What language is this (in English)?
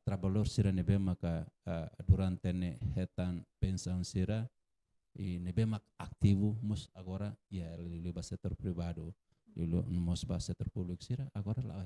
Tetum